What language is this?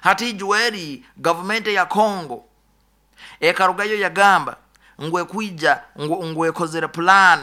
Nyoro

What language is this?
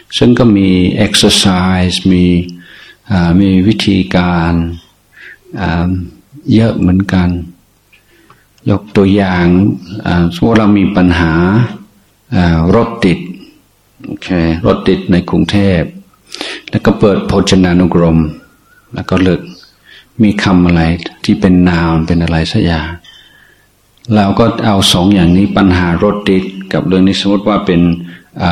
Thai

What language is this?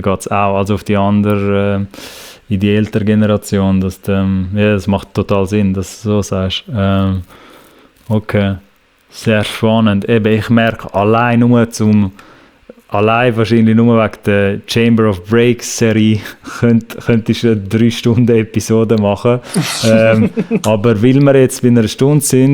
Swiss German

